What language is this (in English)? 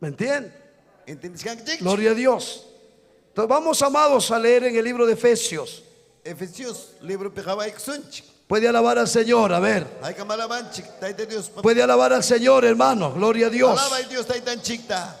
Ayacucho Quechua